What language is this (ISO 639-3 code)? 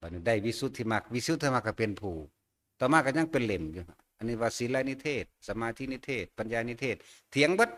tts